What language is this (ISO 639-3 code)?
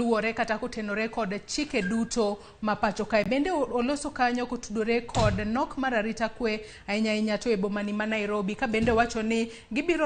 luo